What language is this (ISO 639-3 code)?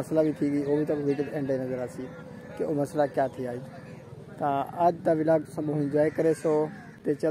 skr